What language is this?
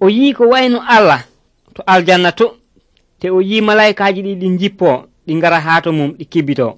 Nigerian Fulfulde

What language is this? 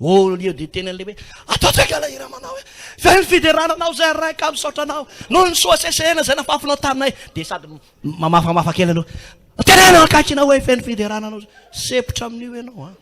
Malagasy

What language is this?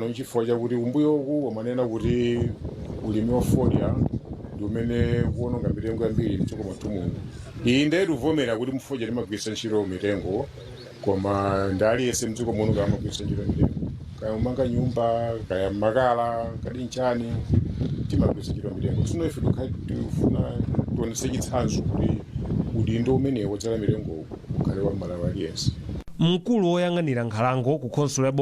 Nyanja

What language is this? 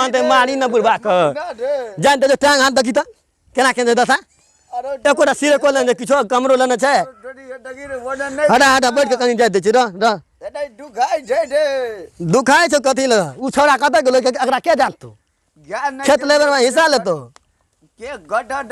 Maithili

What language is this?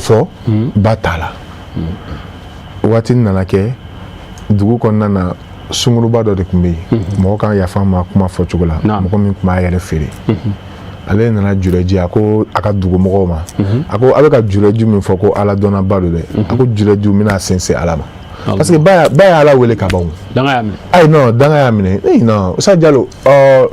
Bambara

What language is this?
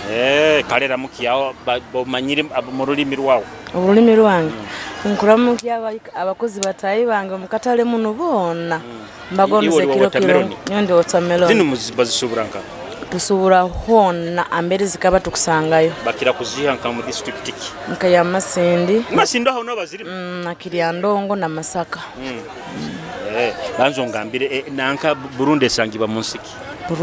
Nyoro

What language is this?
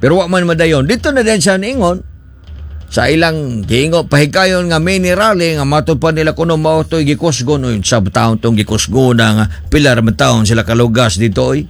Cebuano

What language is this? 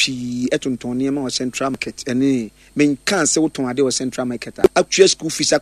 Akan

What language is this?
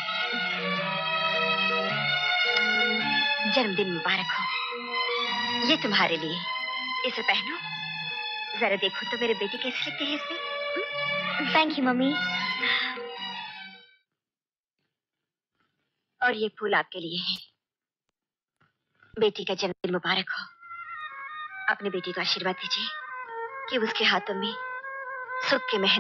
Hindi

